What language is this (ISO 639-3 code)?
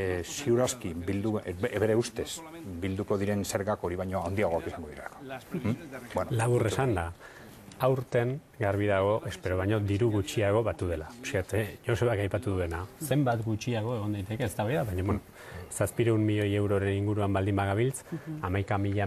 eus